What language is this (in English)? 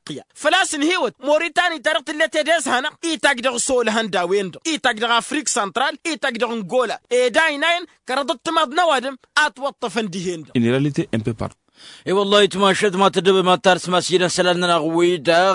Tamasheq